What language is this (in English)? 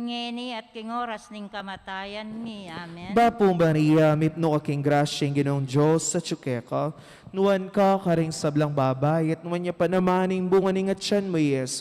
Pampanga